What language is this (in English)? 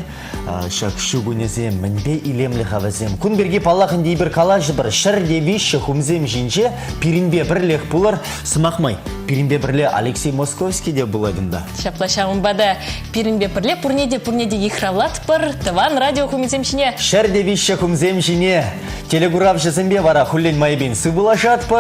Chuvash